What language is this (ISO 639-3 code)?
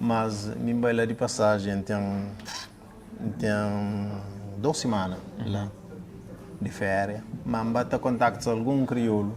kea